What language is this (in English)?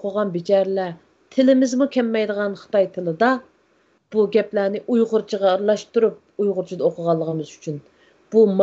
Uyghur